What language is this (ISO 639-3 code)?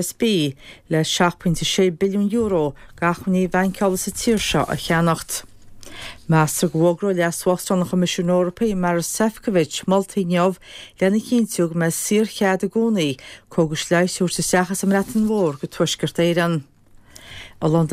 gle